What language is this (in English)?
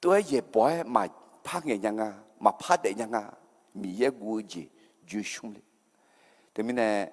Akha